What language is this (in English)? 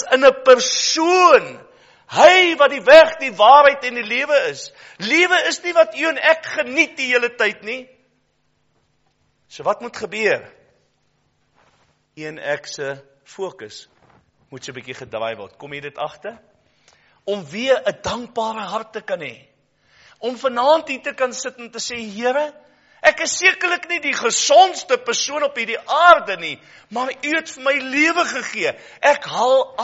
Afrikaans